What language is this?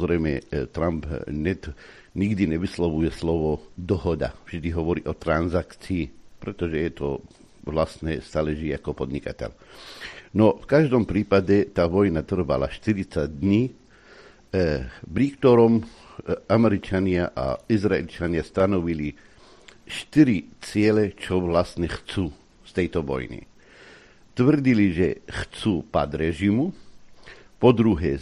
Slovak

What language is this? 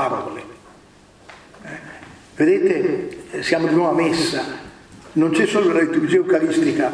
Italian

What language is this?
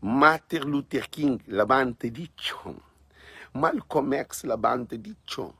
Kabuverdianu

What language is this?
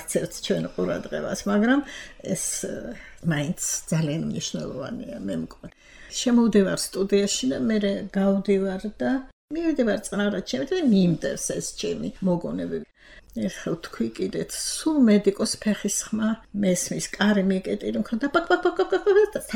Georgian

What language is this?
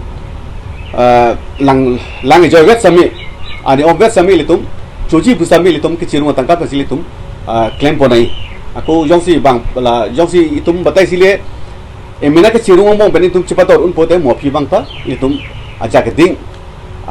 Karbi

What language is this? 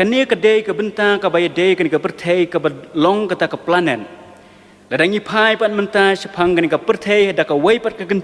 Khasi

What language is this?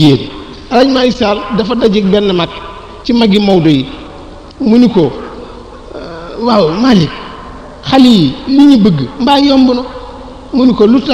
Wolof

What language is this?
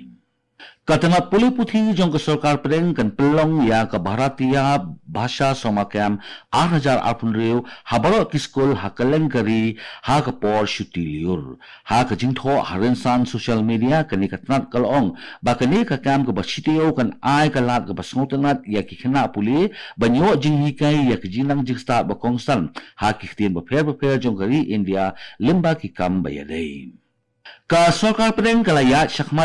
Khasi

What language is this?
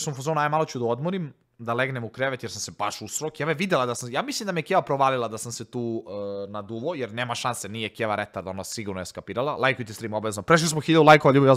Serbian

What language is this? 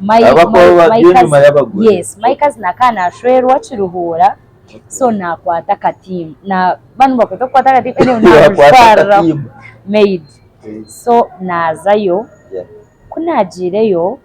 Nyankole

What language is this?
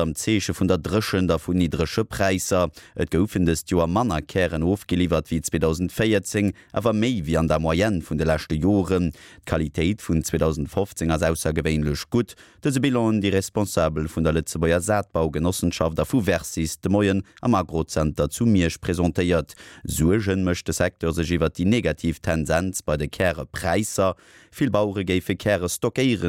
Luxembourgish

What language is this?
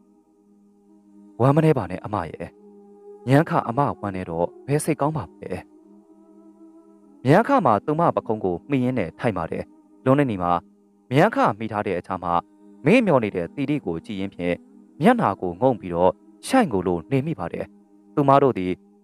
Burmese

